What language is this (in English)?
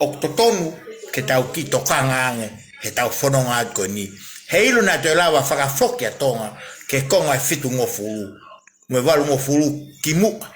Tongan